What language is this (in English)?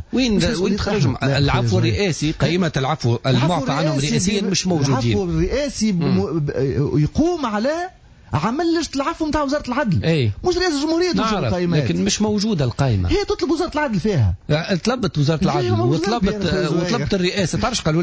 Tunisian Arabic